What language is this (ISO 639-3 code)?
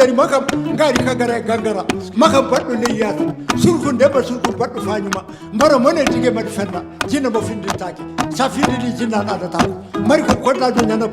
ffm